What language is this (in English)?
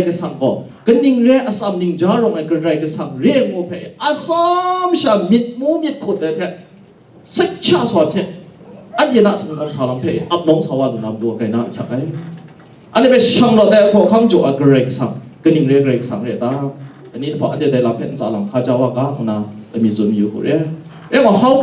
Kachin